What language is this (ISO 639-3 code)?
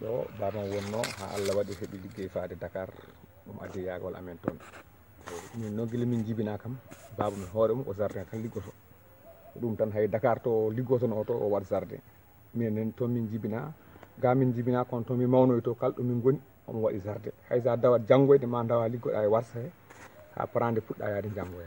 ful